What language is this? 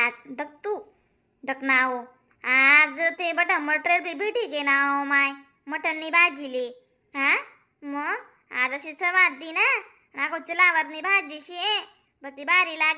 Khandesi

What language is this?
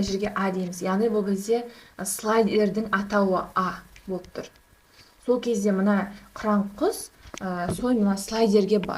Kazakh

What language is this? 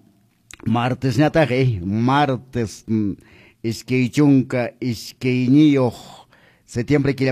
Quechua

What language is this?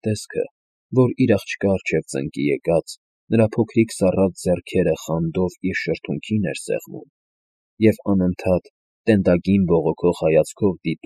Armenian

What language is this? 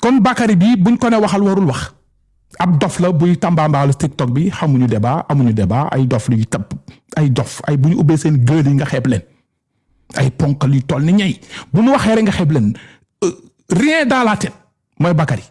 Wolof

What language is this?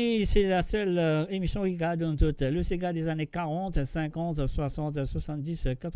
Morisyen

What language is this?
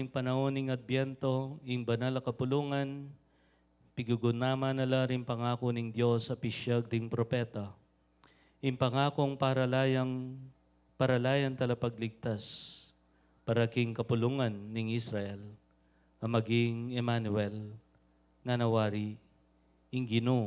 Pampanga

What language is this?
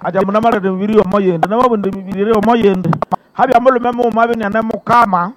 Nande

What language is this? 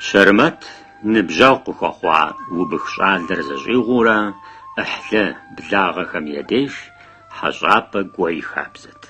Kabardian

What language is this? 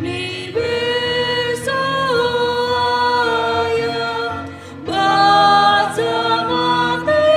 Nias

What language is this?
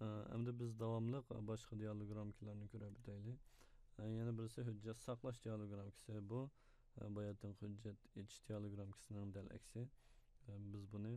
Uyghur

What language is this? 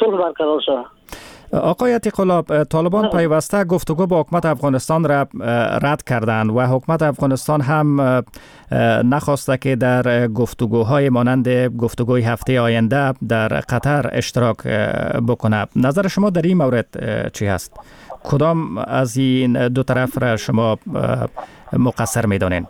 Persian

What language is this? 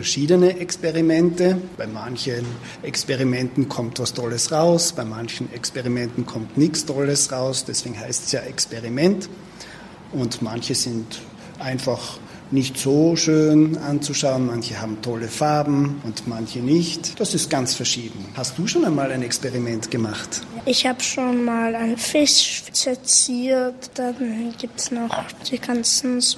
German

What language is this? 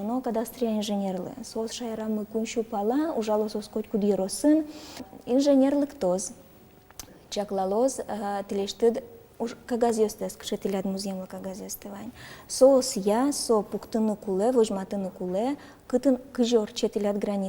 Udmurt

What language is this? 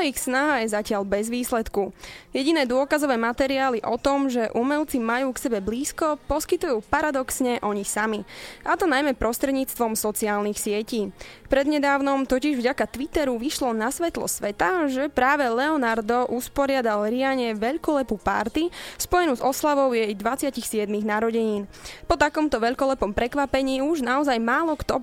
Slovak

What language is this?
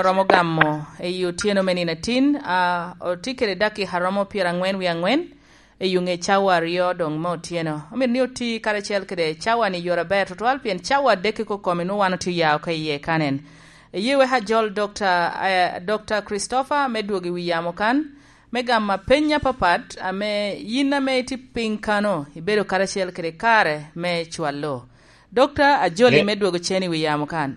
Lango (Uganda)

